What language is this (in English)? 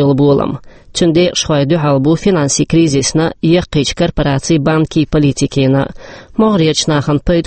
Chechen